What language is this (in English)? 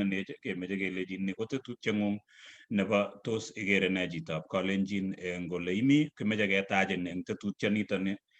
Kalenjin